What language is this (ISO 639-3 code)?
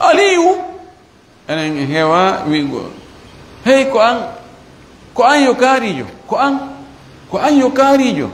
ful